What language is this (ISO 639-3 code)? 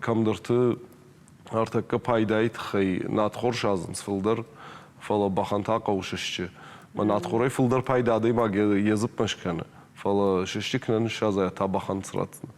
oss